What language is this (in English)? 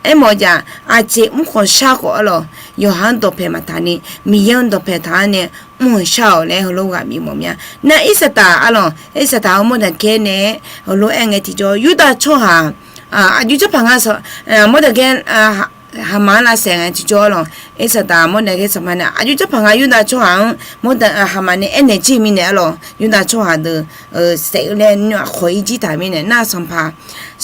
Akha